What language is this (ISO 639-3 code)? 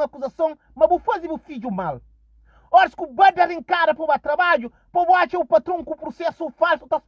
kea